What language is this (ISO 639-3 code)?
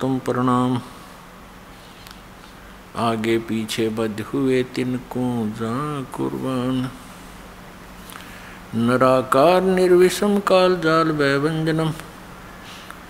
hin